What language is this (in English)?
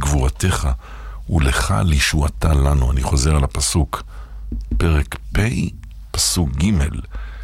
Hebrew